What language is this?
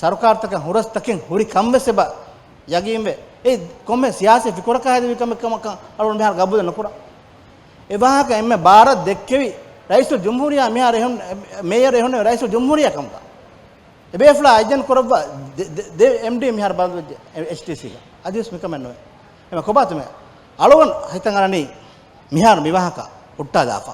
Divehi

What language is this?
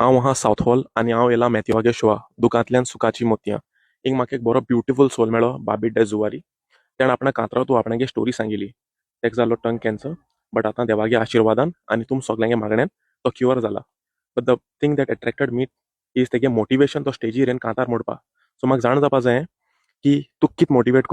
Konkani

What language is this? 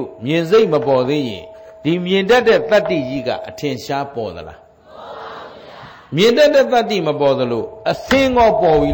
Burmese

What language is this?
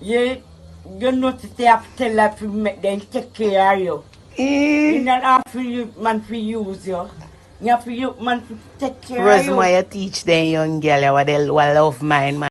Jamaican Creole English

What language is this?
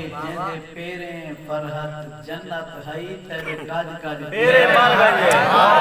Saraiki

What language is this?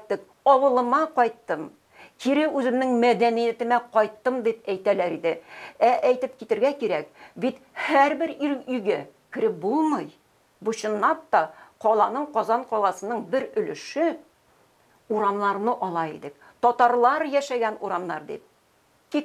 Tatar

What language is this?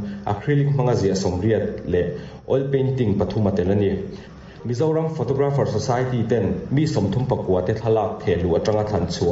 Mizo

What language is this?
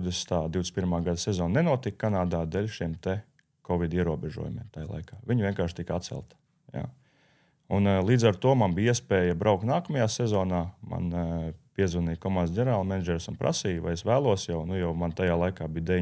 Latvian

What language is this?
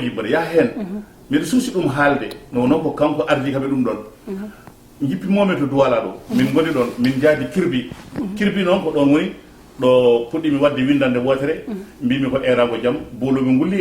Fula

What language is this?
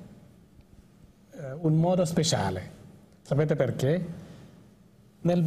Italian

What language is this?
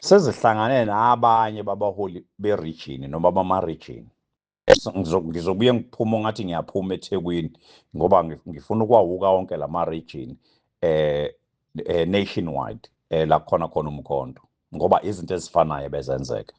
Zulu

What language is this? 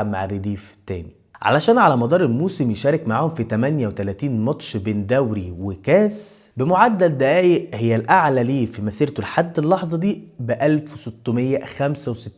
Egyptian Arabic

